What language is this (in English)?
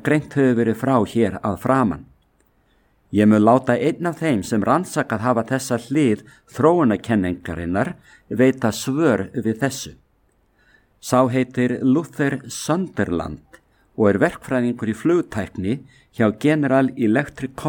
Icelandic